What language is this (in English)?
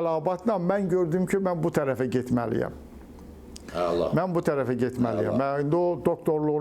Azerbaijani